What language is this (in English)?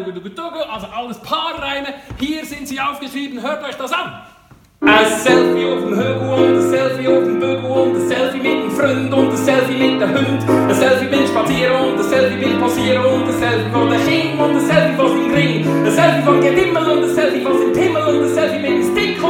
Swiss German